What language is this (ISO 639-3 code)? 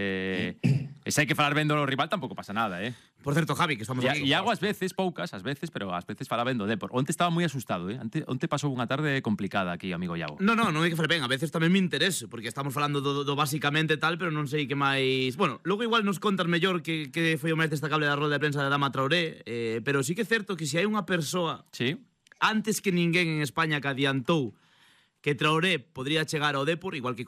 glg